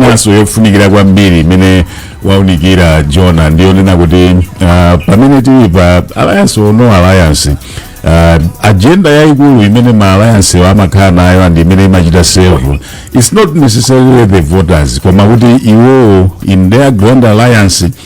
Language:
Nyanja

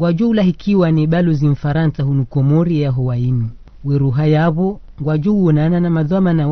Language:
Ngazidja Comorian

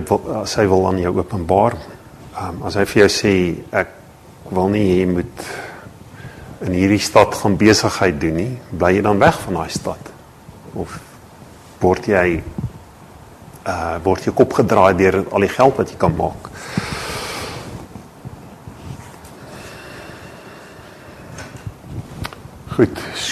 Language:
Afrikaans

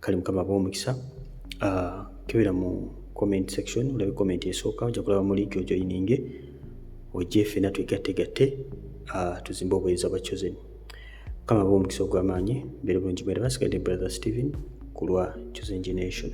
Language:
Ganda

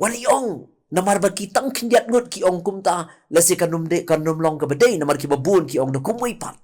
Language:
Khasi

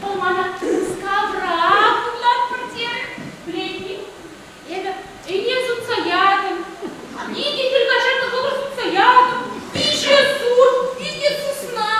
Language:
Chuvash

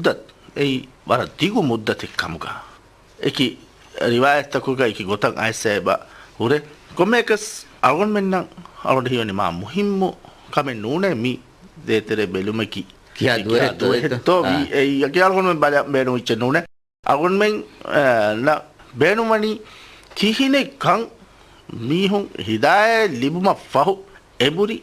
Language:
Divehi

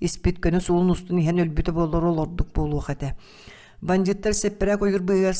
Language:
Yakut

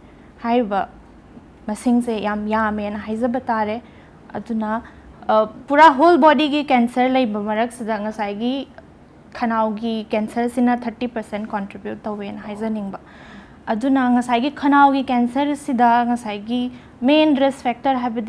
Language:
Manipuri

